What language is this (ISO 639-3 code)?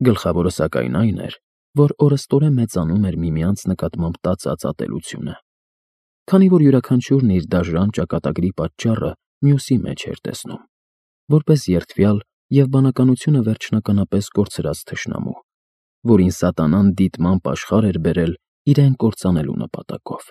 hye